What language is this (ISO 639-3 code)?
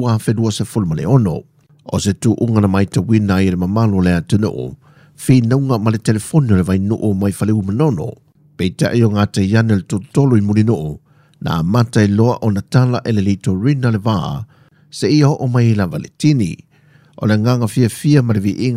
smo